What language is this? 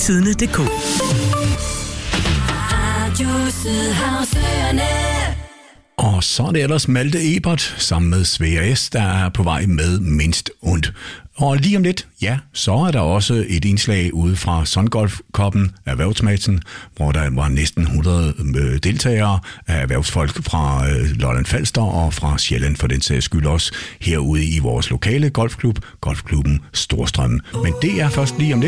Danish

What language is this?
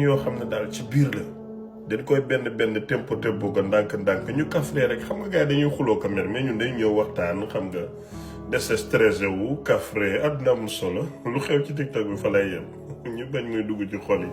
Wolof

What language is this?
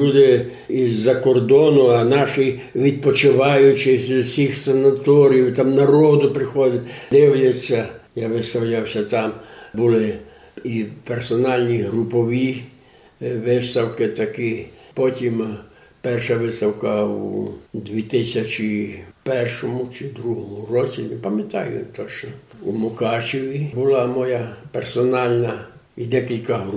Rusyn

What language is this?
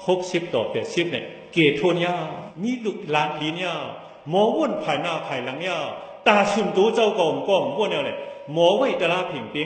Shan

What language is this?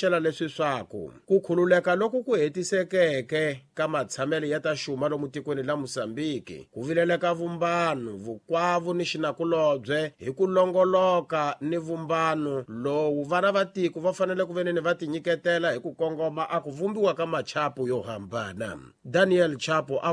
Tsonga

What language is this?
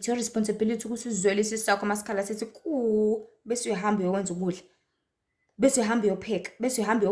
Zulu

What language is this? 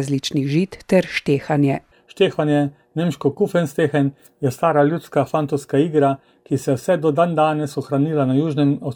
Slovenian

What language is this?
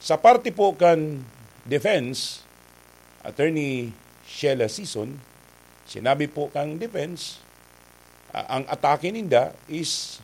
Bikol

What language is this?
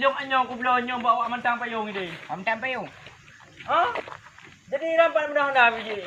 Achinese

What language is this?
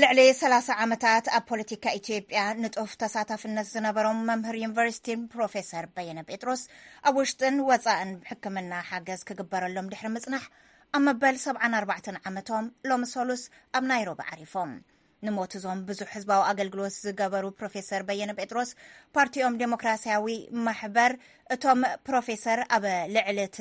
Tigrinya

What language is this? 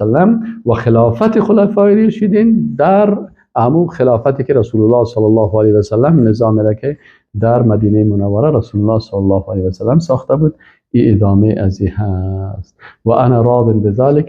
Persian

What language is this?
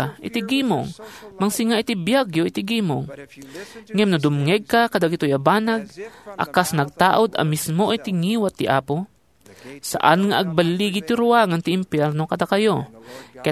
Iloko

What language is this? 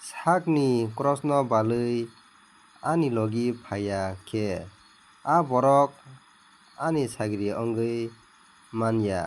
Kok Borok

